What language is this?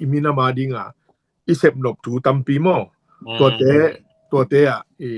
Tedim Chin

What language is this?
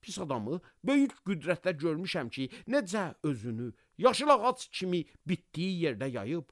Azerbaijani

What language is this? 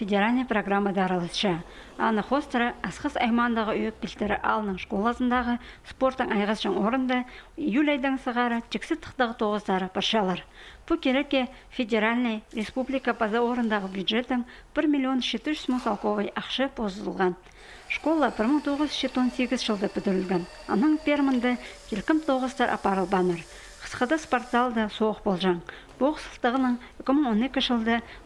Khakas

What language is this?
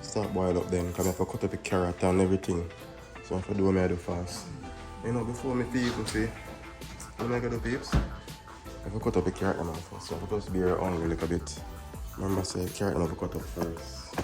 Jamaican Creole English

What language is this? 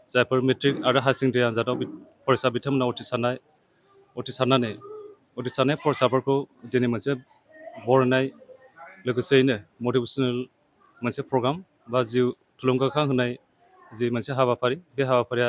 Bodo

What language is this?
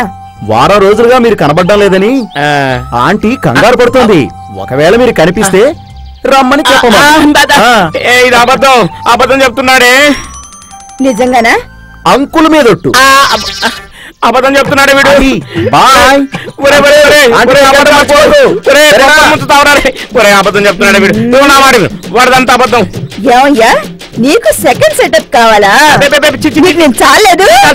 Telugu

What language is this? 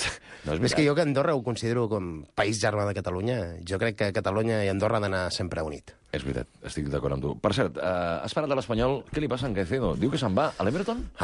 Catalan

